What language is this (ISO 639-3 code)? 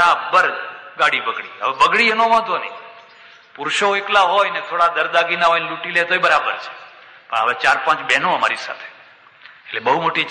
guj